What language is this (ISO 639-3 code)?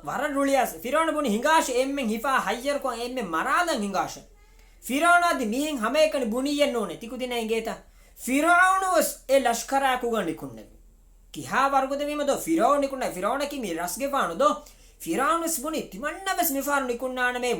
div